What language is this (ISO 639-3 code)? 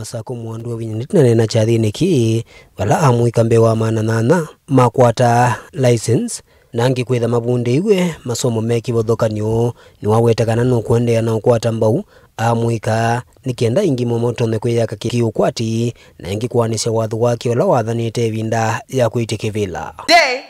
kam